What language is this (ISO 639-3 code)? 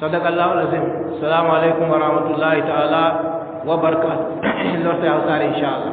fub